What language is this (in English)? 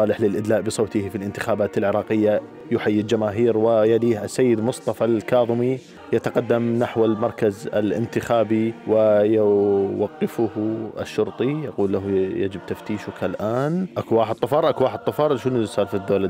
Mesopotamian Arabic